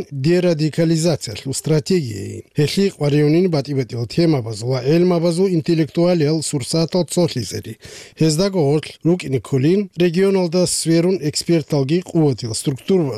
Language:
Avaric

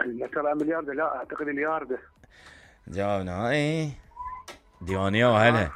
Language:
Mesopotamian Arabic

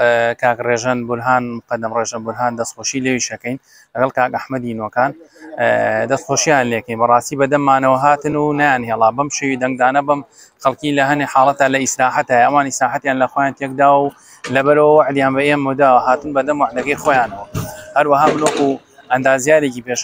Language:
Central Kurdish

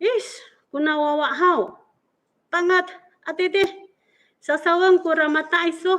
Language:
Amis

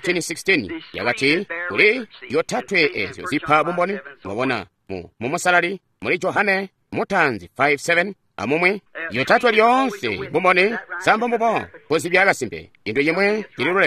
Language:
Tonga (Zambia)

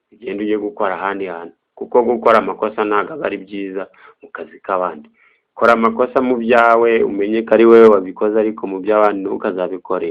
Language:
Kinyarwanda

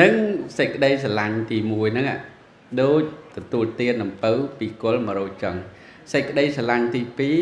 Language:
Khmer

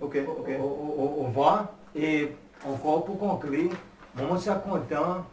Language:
Seselwa Creole French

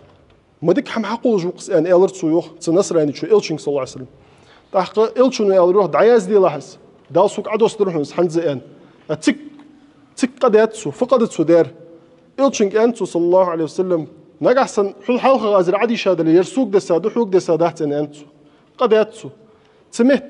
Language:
Ingush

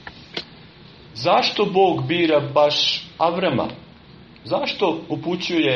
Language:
Serbian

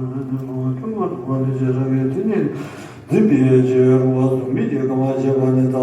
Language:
Tibetan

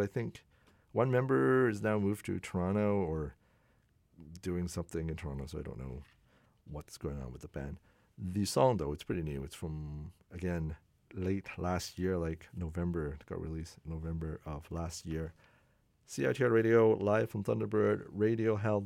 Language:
English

